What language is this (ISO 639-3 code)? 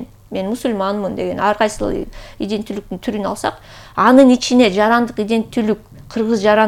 kir